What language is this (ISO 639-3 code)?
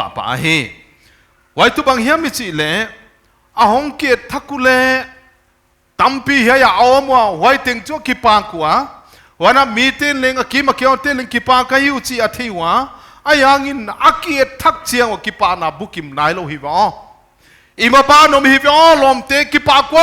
pck